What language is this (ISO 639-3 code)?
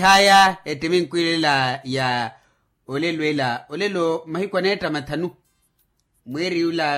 vmw